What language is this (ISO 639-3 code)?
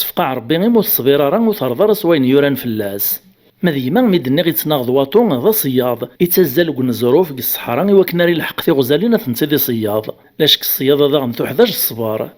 kab